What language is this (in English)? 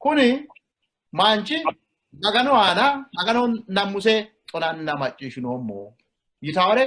Sidamo